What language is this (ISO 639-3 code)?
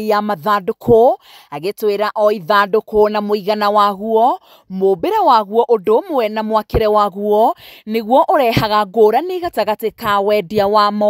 kik